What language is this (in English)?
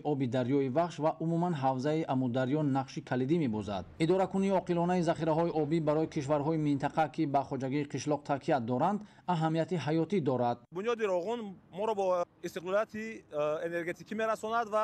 Tajik